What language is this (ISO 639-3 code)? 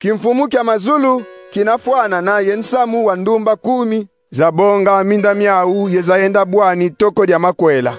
kon